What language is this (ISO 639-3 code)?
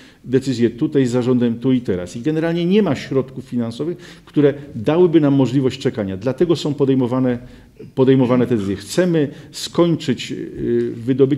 pol